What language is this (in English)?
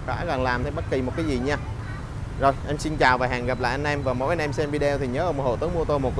Vietnamese